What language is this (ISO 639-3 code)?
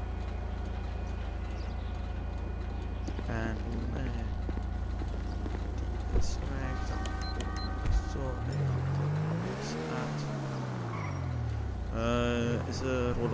nld